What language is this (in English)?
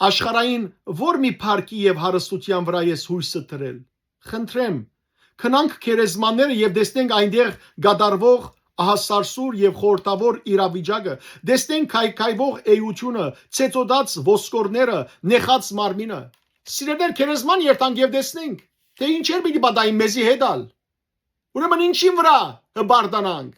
Western Armenian